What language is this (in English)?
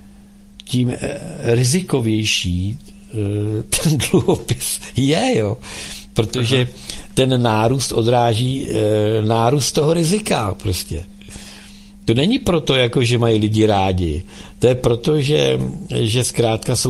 Czech